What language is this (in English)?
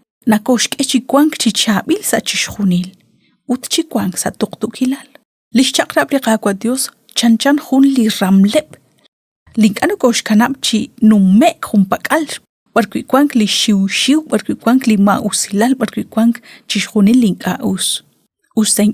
Kekchí